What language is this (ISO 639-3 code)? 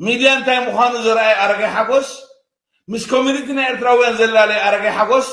tir